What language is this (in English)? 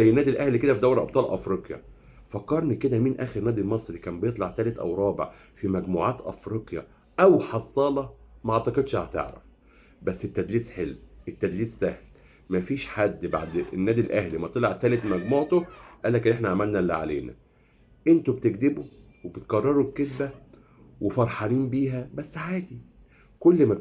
Egyptian Arabic